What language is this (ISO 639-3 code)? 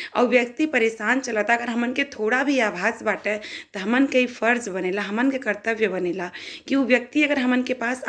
bho